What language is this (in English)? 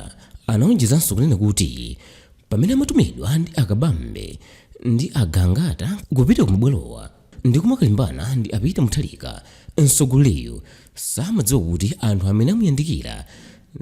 Nyanja